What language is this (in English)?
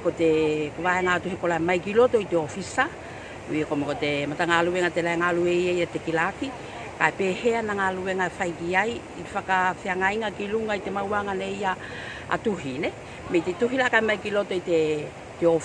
Tuvalu